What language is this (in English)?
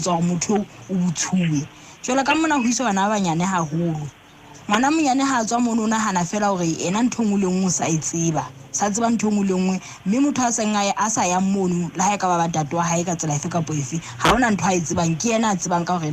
Southern Sotho